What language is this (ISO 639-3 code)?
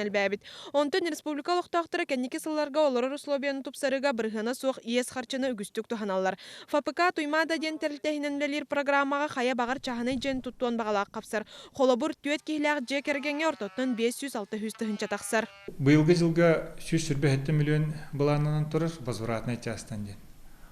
sah